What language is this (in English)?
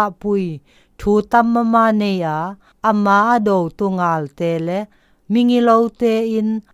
Zou